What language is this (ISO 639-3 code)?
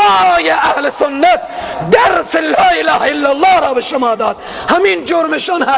fas